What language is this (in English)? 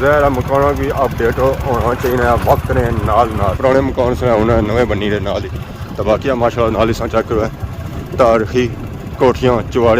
Pahari-Potwari